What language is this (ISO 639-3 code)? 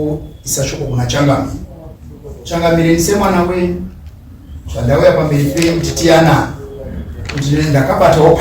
sna